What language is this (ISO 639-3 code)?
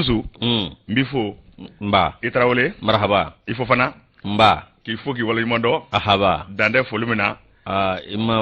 bam